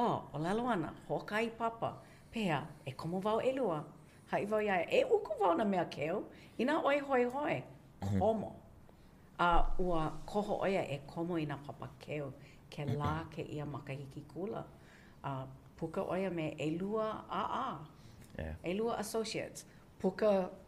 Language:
Hawaiian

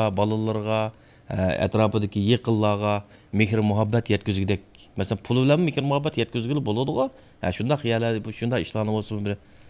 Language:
Uyghur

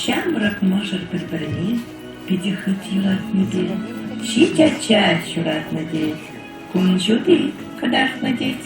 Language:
Chuvash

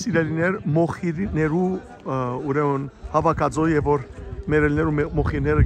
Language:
Western Armenian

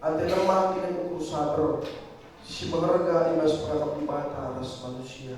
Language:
Batak Karo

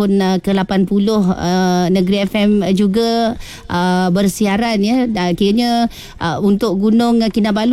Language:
Malay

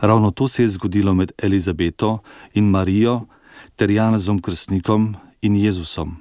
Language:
Slovenian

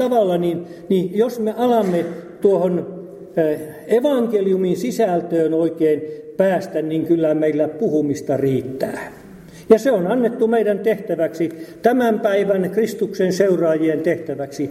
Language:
Finnish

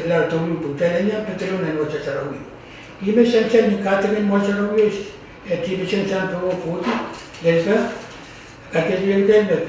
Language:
Pohnpeian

